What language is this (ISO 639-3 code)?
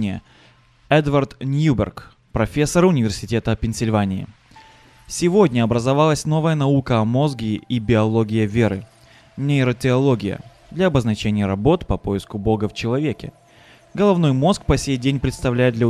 rus